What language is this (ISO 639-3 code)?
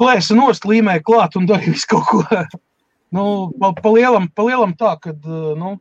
lav